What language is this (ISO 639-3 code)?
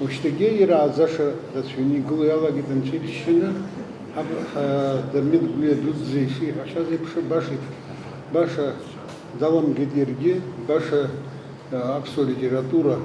abk